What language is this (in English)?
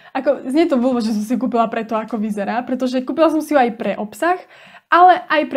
Slovak